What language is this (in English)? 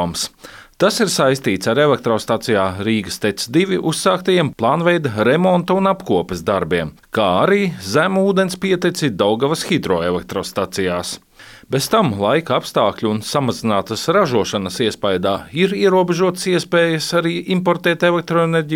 Latvian